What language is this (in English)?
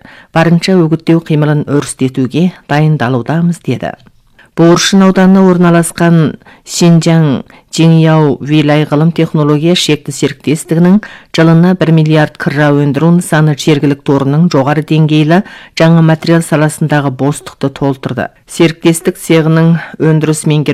Kazakh